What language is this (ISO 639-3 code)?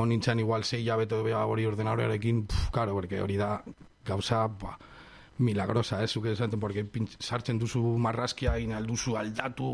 eus